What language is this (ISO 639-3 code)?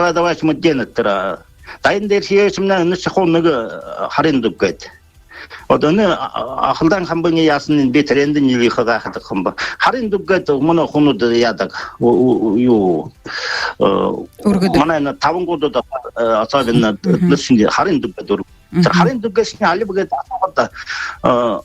bua